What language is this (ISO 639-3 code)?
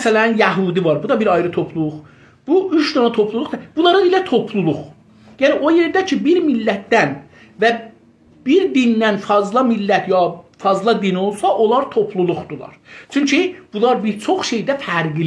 azb